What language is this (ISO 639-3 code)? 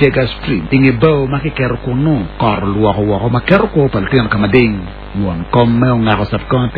ach